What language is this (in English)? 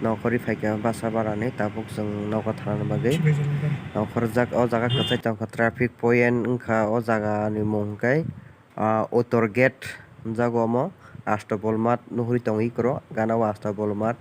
Kok Borok